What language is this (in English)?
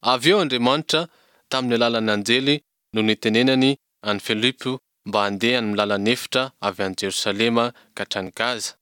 Malagasy